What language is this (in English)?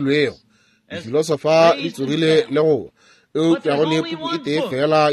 Northern Sotho